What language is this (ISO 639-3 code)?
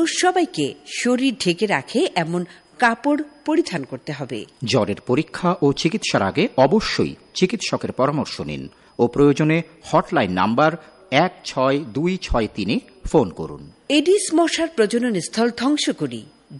ben